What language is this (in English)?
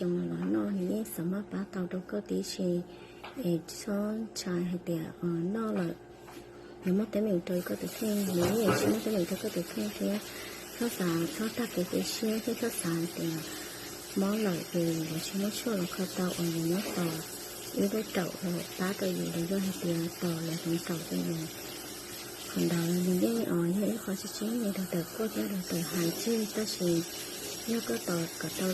Hmong